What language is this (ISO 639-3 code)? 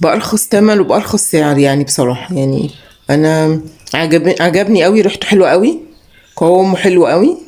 arz